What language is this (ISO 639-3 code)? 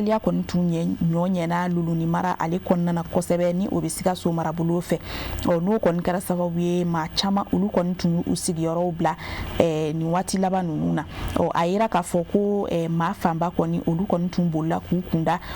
bam